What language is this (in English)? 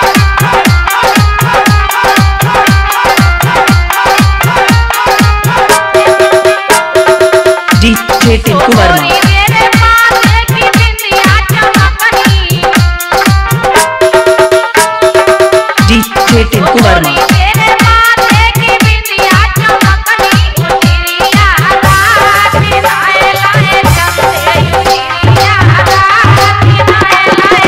Bhojpuri